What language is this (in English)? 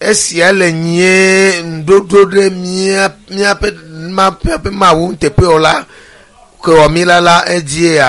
Ewe